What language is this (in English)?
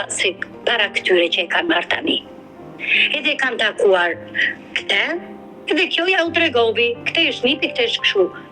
Albanian